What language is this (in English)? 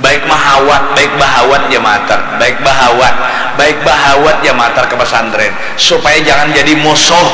Banjar